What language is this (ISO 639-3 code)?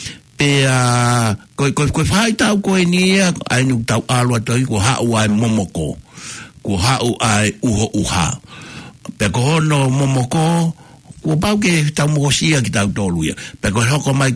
ton